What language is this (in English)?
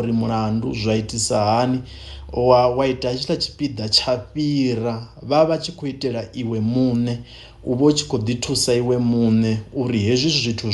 Venda